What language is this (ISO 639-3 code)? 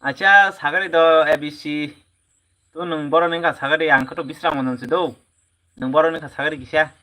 trp